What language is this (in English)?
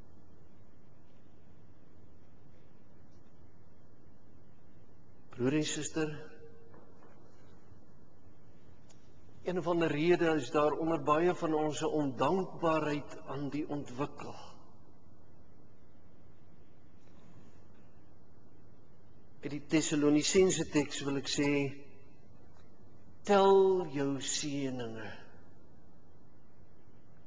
Afrikaans